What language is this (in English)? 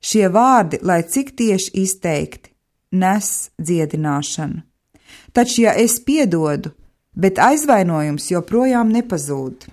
Latvian